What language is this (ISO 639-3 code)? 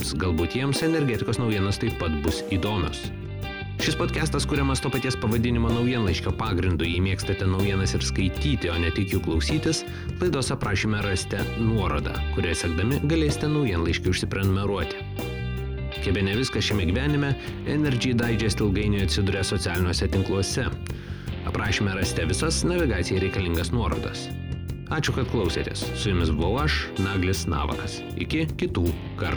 lit